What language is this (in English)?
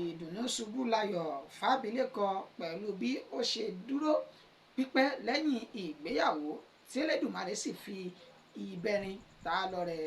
Yoruba